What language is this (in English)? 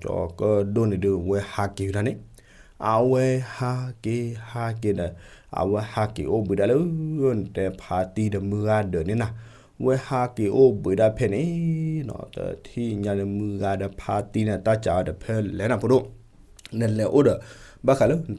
S'gaw Karen